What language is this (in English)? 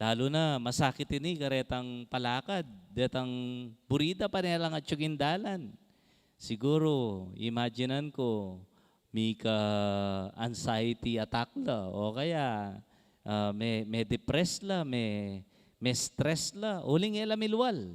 Pampanga